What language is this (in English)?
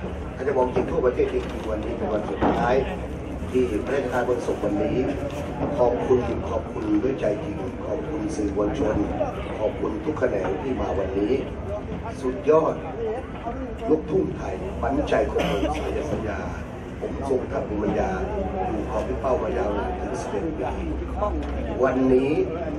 Thai